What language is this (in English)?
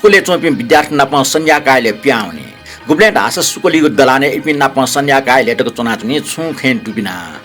Newari